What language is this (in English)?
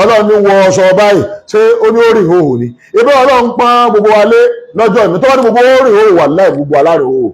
Yoruba